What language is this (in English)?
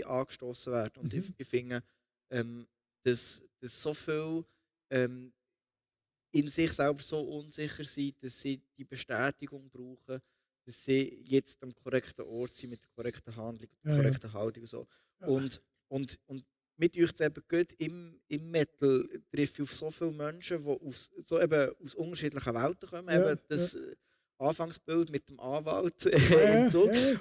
Swiss German